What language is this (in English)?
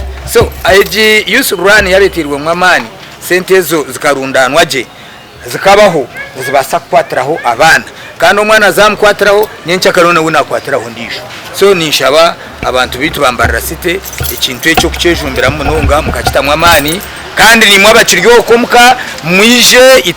Nyankole